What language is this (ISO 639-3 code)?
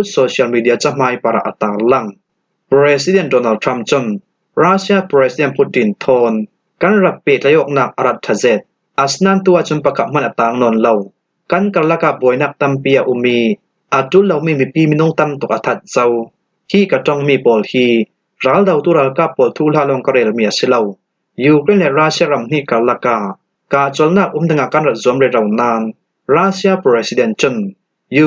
cfm